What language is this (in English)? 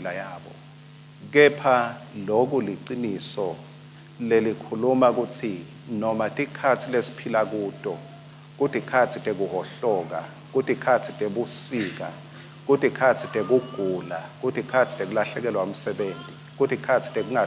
Swati